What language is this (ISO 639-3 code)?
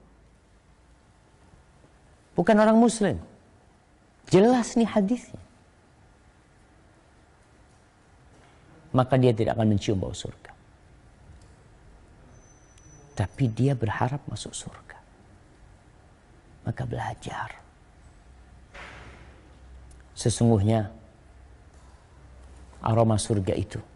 ind